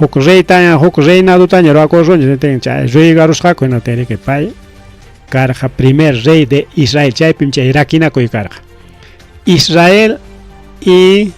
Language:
Ayacucho Quechua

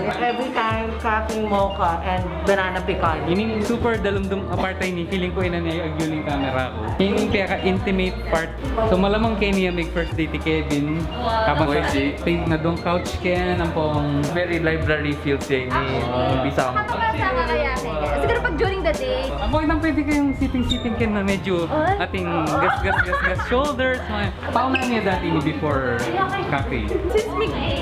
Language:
Pampanga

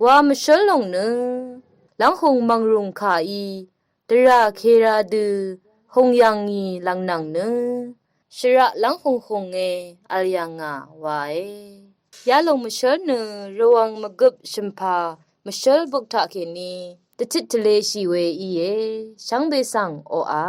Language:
Rawang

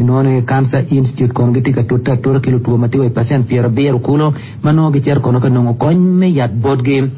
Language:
Acoli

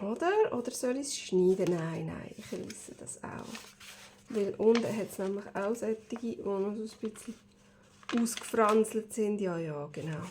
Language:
Swiss German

